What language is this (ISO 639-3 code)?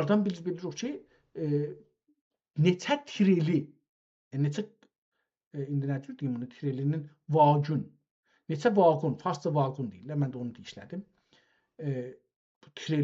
azb